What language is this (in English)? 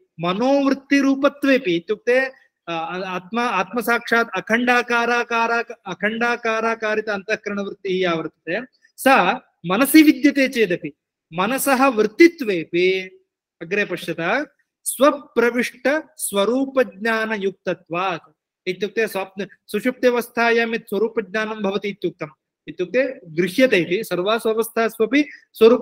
Sanskrit